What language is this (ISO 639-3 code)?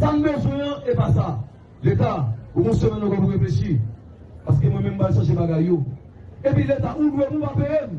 hat